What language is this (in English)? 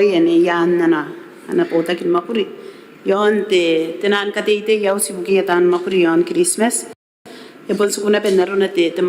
Gilbertese